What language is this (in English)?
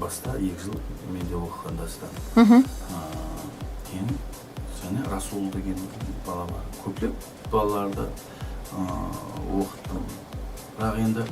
Kara-Kalpak